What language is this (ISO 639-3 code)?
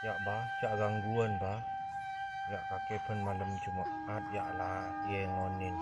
mad